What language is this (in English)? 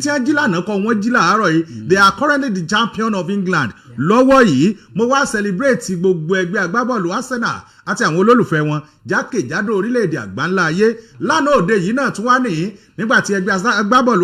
Yoruba